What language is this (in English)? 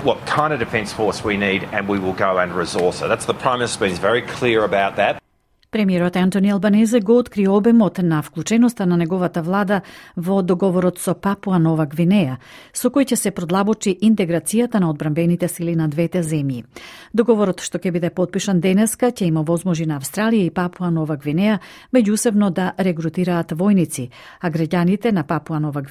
Macedonian